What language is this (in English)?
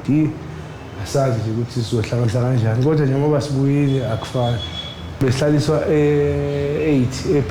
Zulu